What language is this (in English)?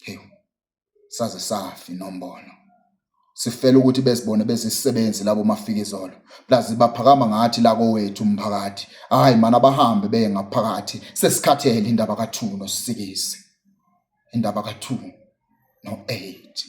Zulu